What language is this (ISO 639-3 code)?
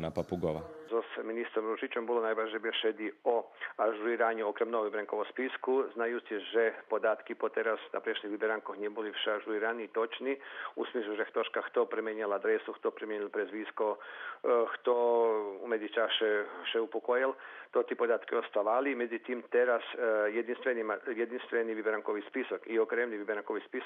rue